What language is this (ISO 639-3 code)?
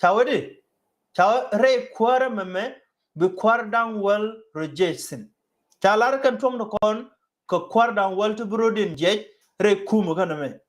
nus